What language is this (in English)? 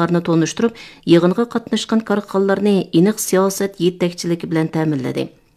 Uyghur